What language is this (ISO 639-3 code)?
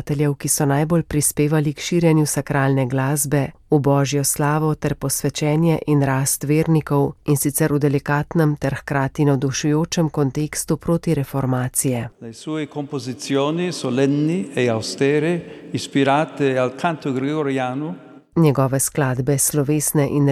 slv